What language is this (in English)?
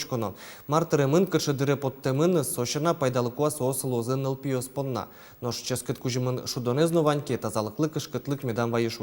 Udmurt